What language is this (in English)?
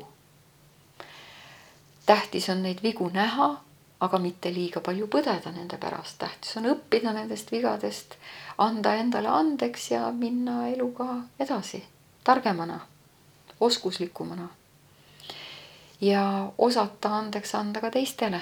Estonian